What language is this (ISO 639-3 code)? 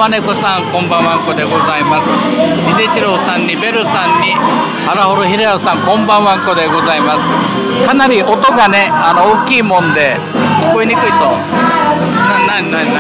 jpn